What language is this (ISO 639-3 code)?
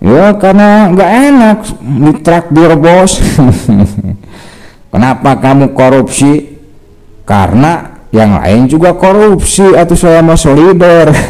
sun